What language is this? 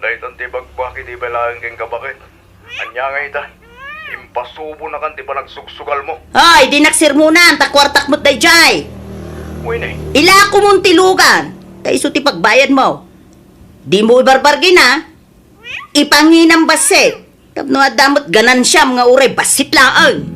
Iloko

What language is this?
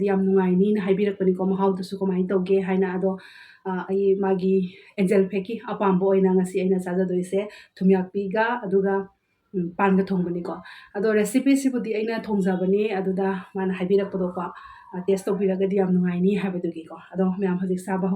Manipuri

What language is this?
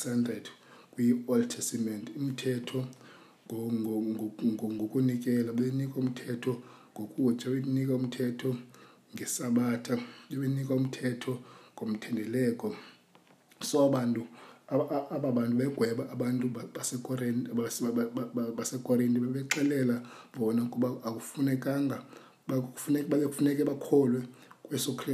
Xhosa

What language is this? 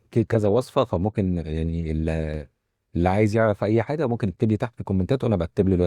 Egyptian Arabic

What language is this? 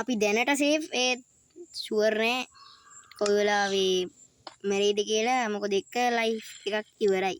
Sinhala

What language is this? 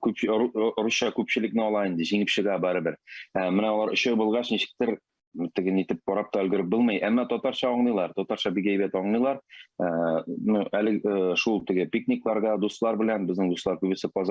Tatar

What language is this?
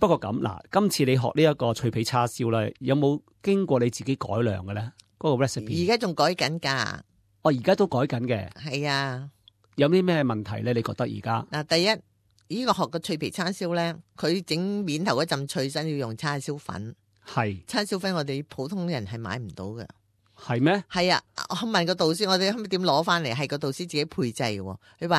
Cantonese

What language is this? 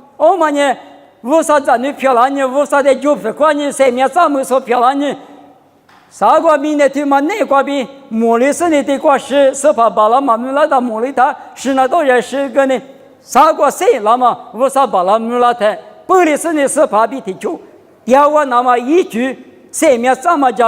Lisu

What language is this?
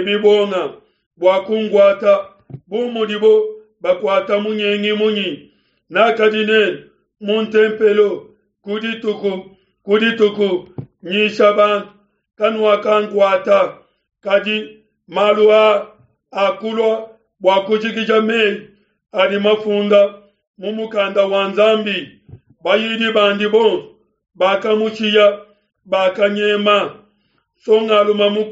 Luba-Lulua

